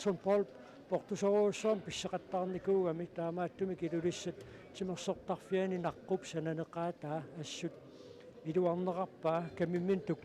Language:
Kalaallisut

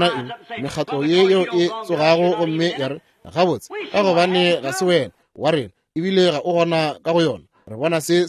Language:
Northern Sotho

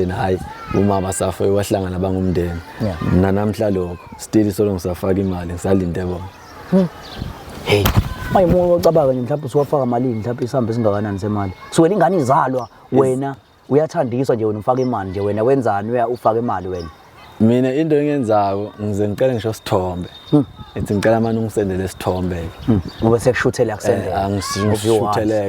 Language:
Zulu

